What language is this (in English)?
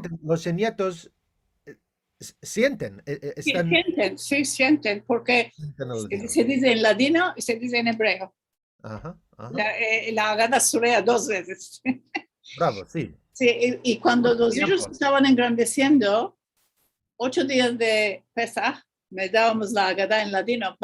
Ladino